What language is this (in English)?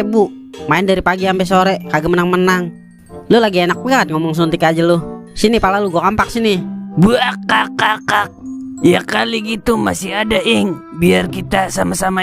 Betawi